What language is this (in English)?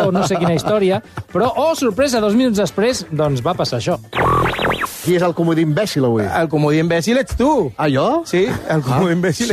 Catalan